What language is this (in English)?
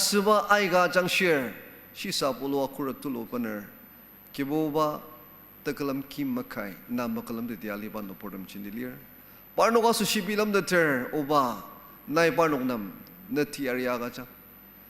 Ao Naga